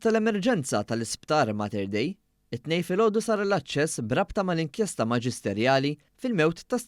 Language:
Maltese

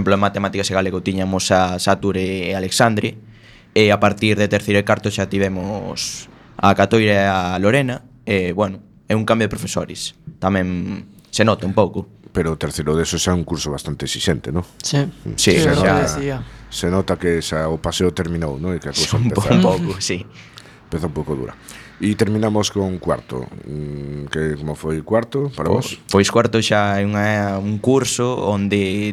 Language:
Galician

